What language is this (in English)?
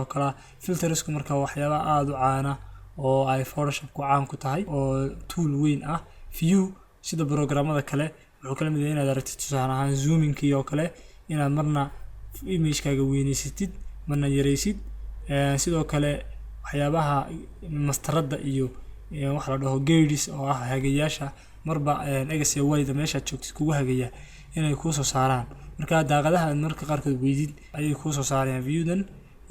Somali